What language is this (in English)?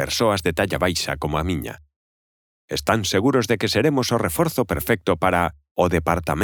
Galician